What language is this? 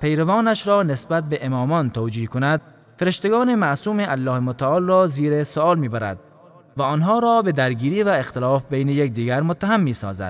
Persian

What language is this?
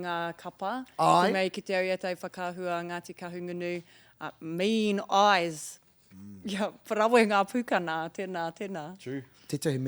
Māori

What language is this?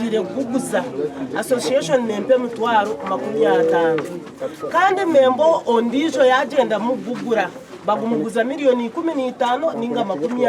Nyankole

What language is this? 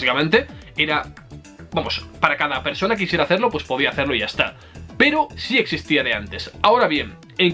Spanish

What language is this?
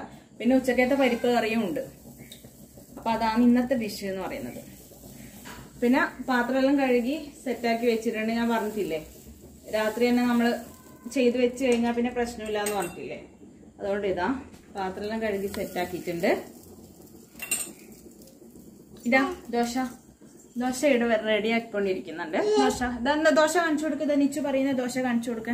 Malayalam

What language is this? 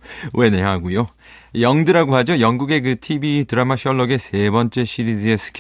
Korean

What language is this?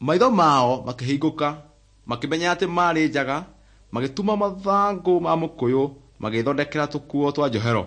Kikuyu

